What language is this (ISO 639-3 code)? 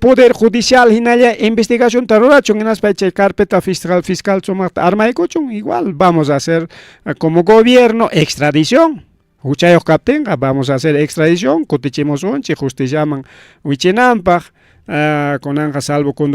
quy